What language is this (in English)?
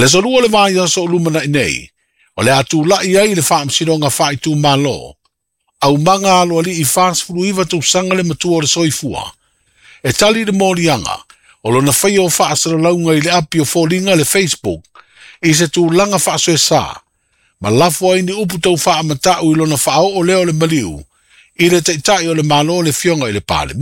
Samoan